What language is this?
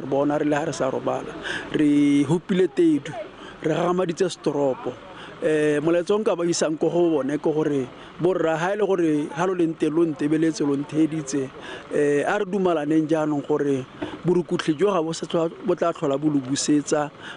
Tswana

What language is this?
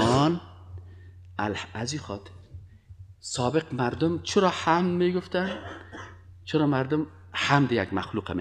Persian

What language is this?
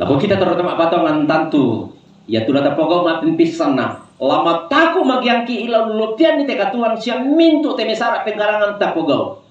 Toraja-Sa'dan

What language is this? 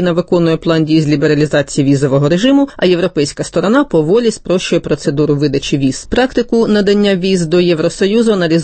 Ukrainian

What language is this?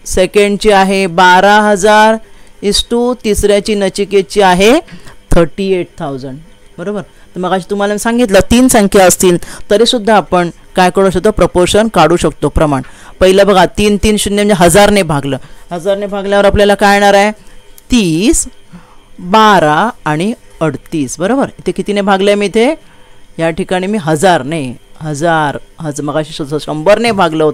Marathi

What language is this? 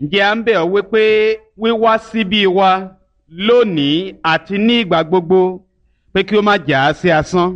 Yoruba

